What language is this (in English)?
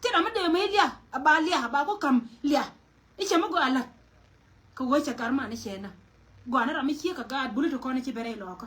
Nuer